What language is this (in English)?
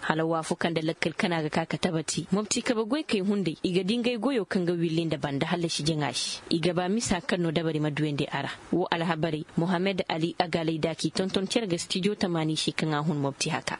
Koyraboro Senni